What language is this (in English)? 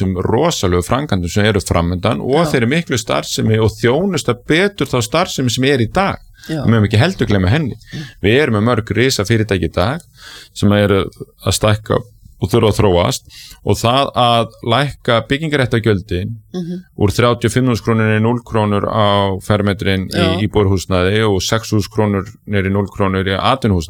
Icelandic